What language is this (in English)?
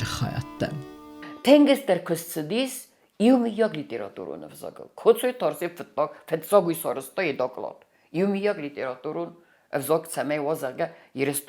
Ossetic